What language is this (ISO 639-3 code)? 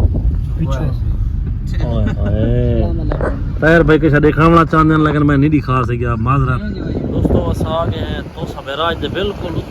skr